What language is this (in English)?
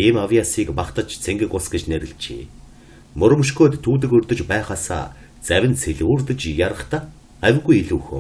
Mongolian